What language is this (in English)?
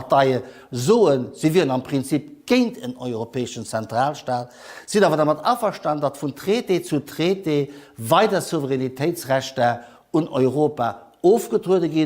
Luxembourgish